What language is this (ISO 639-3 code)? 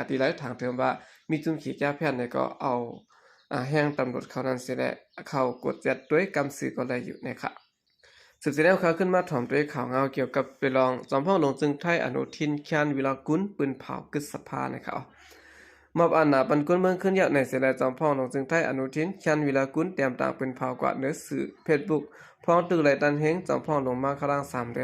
shn